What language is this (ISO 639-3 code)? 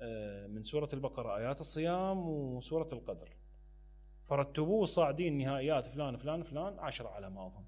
acm